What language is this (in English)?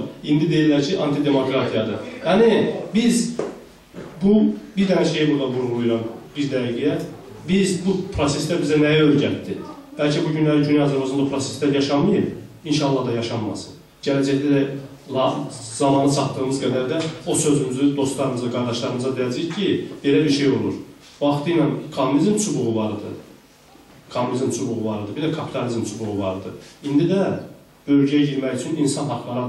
South Azerbaijani